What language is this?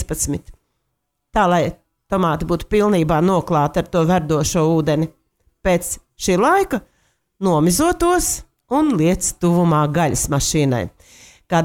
Latvian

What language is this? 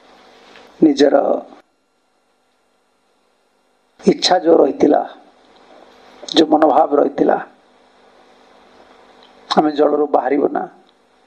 Odia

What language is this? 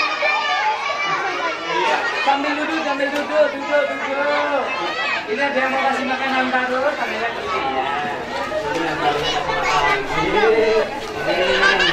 Indonesian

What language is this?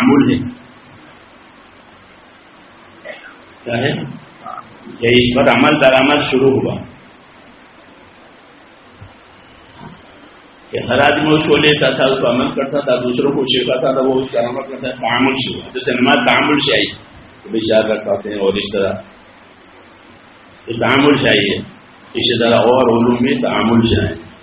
Urdu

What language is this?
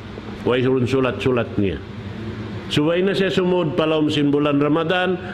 Tausug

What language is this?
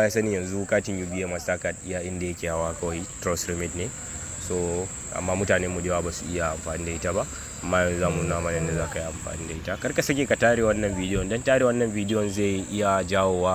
Hausa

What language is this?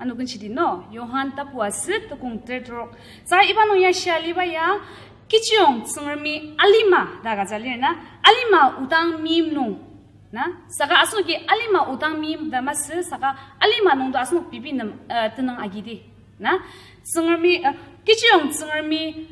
Ao Naga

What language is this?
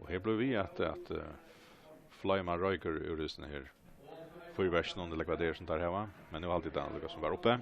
Faroese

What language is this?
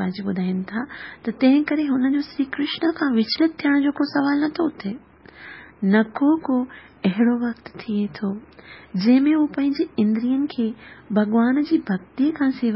Sindhi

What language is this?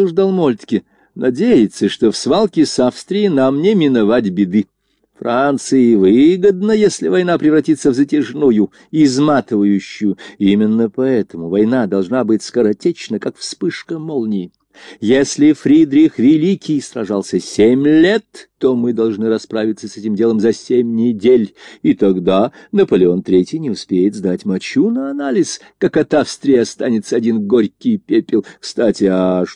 Russian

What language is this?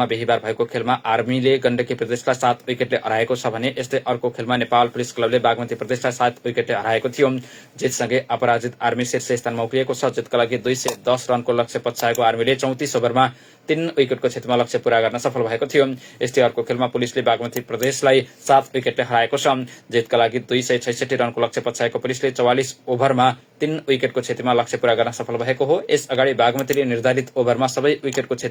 Nepali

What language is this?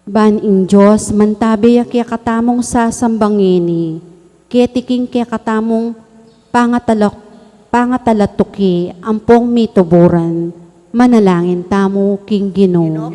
Pampanga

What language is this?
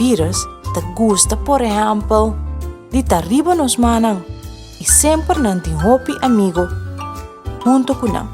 Papiamento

